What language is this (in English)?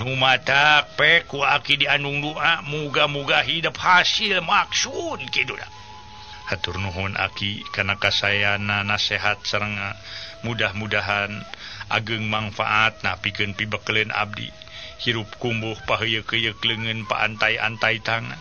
Sundanese